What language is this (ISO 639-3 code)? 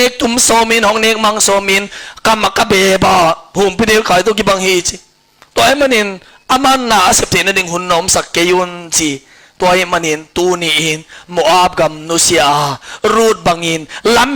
ctd